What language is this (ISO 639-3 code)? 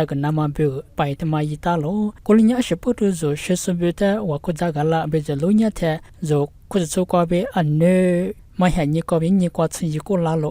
lis